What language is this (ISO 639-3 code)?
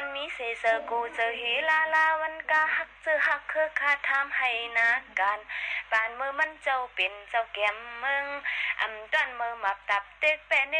shn